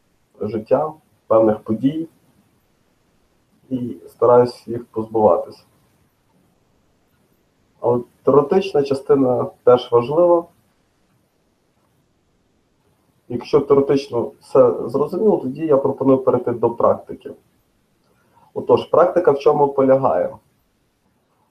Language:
Ukrainian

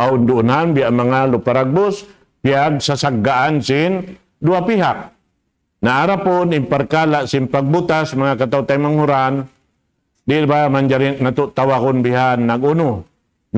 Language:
Tausug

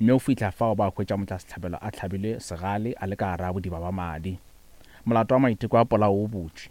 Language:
Northern Sotho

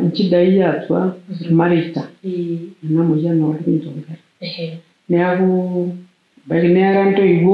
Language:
Masai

